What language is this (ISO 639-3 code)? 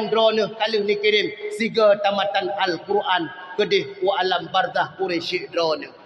ace